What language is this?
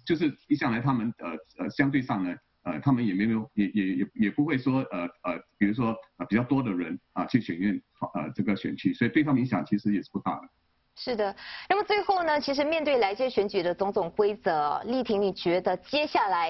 Chinese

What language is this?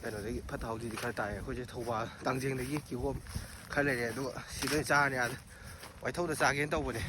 Manipuri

